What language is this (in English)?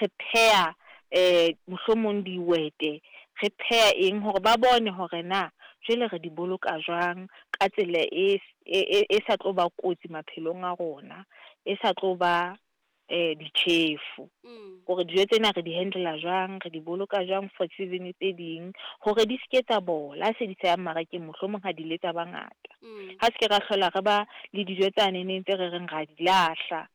Southern Sotho